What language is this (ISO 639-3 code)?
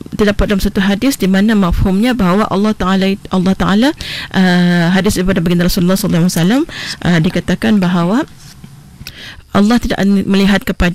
msa